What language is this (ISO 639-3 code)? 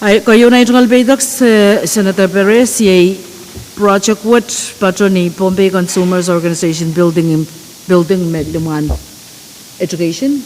pon